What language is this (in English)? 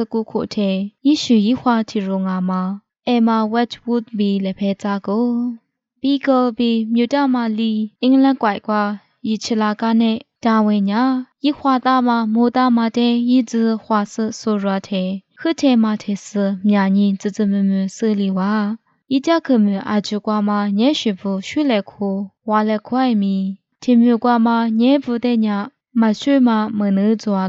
Lisu